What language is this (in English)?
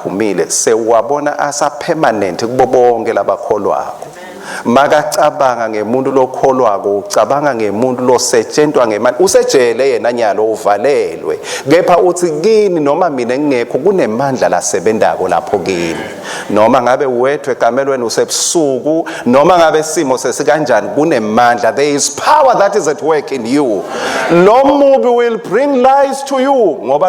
Swati